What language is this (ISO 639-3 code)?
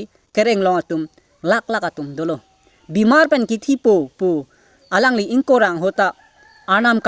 mjw